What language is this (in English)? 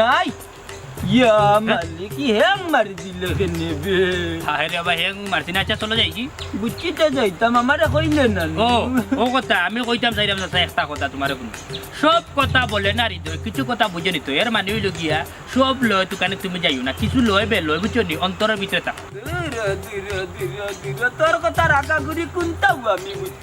Sylheti